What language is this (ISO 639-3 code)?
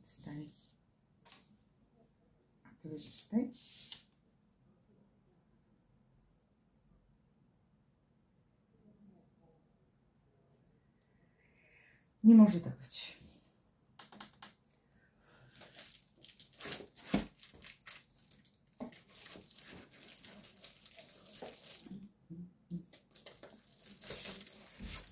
pol